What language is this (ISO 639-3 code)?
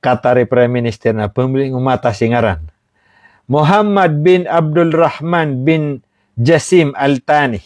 mrw